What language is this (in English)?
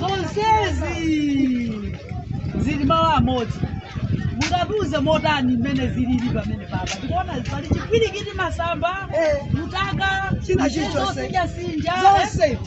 Nyanja